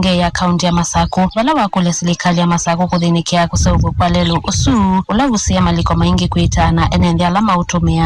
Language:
Kamba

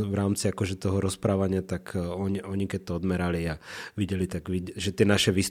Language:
Slovak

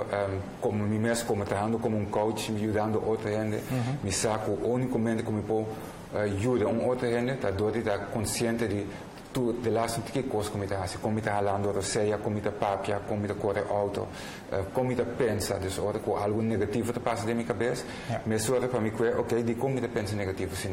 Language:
Papiamento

